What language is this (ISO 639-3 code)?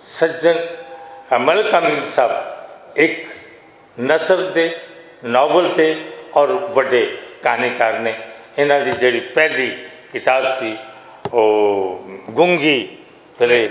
lah